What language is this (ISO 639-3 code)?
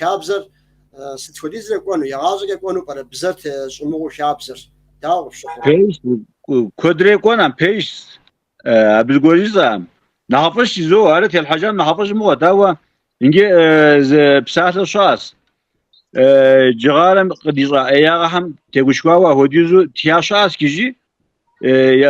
kbd